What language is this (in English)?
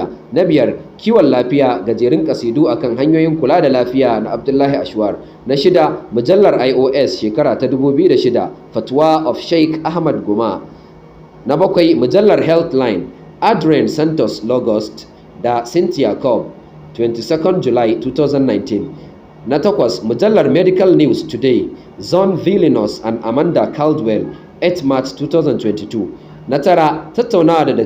Hausa